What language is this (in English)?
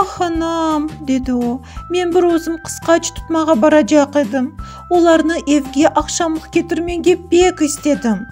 Crimean Tatar